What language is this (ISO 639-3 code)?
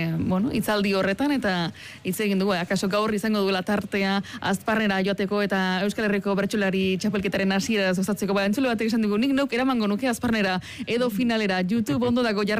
eus